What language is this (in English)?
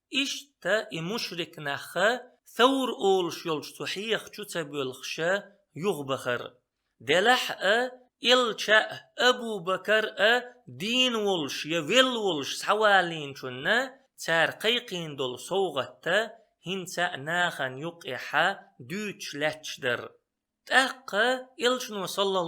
Chechen